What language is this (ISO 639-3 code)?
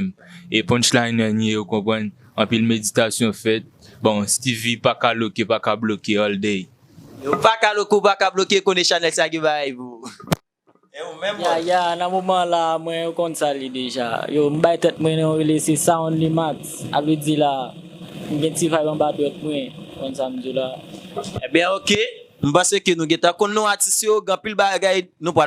hat